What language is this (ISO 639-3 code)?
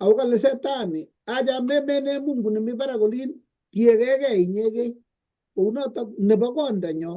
kln